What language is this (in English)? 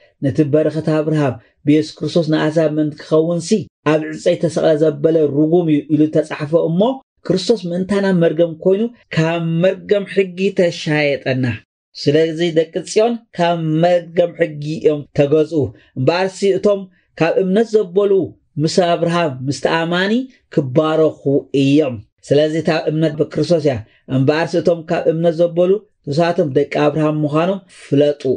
Tigrinya